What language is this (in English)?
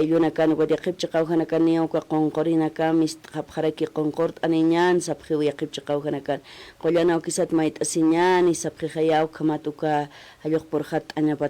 Aymara